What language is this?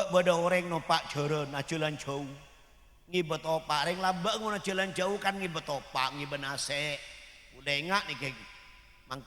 Madurese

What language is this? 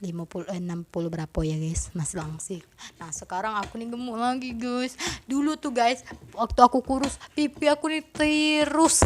Musi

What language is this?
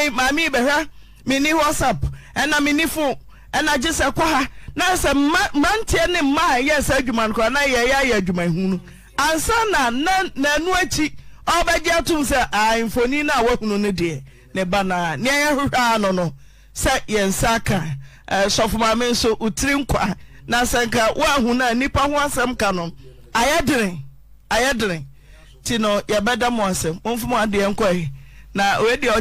Akan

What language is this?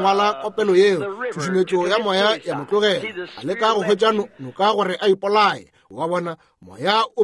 Northern Sotho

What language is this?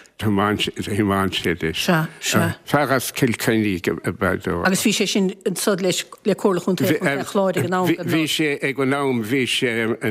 Irish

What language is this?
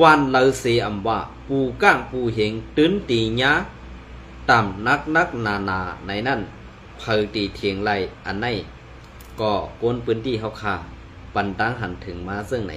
Shan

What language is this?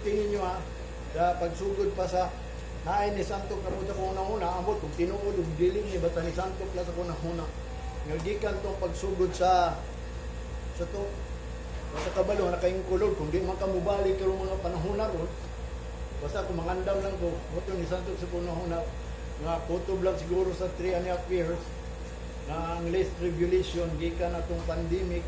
Cebuano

